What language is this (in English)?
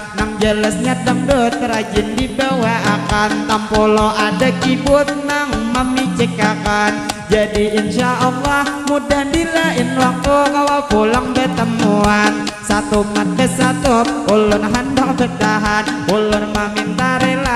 Banjar